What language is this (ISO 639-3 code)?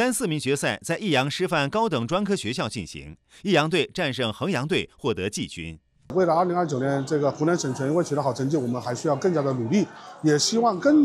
zho